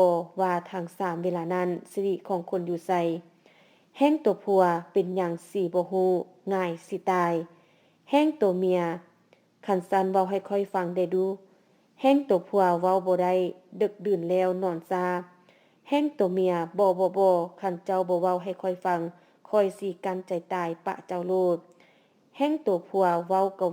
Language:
Lao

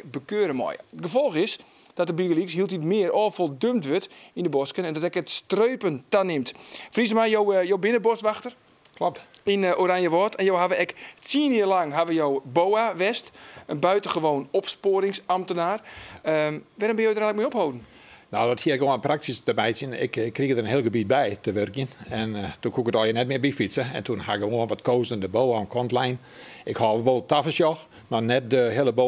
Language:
Western Frisian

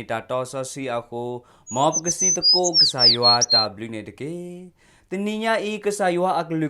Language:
S'gaw Karen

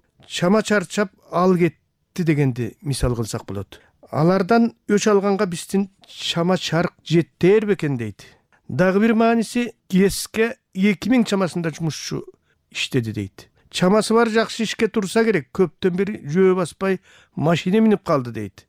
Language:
Kyrgyz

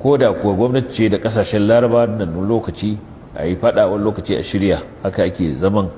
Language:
Hausa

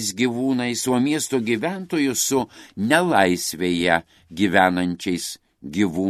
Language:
Lithuanian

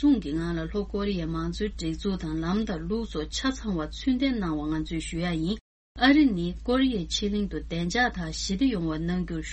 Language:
Tibetan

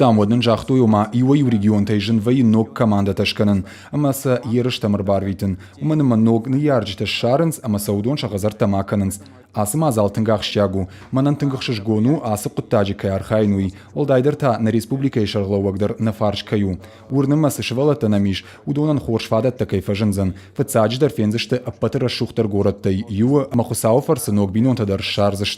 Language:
Ossetic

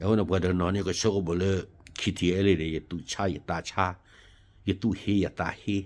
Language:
S'gaw Karen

